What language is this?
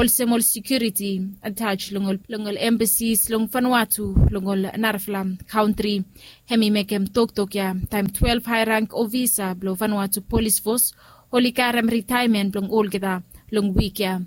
Bislama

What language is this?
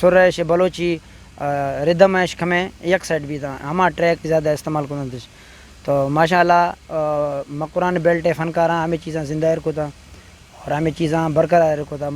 Eastern Balochi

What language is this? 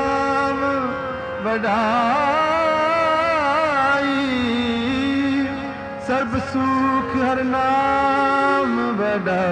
Punjabi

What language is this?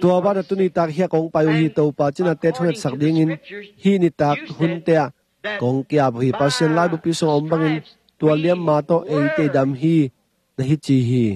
Tedim Chin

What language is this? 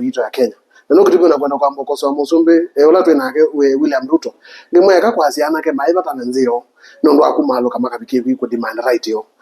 Kamba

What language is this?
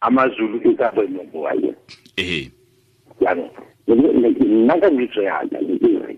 Tswana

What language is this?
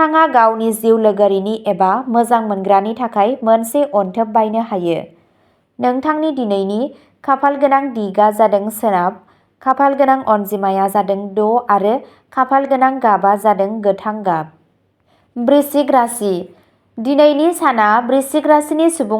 Bodo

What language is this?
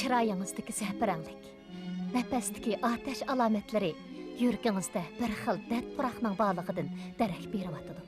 Uyghur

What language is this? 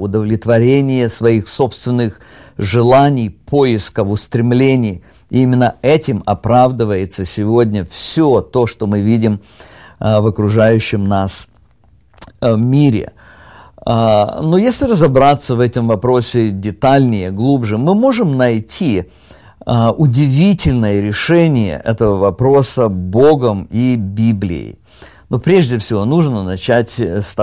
Russian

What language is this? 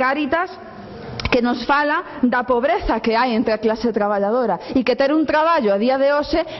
Galician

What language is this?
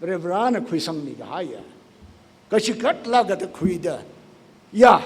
Tangkhul Naga (India)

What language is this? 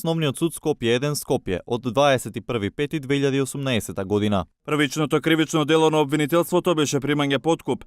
Macedonian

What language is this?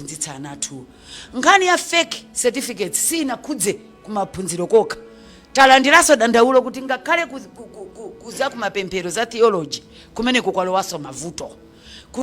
Nyanja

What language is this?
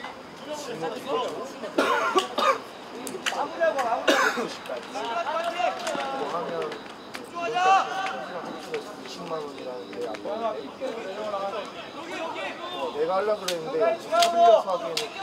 Korean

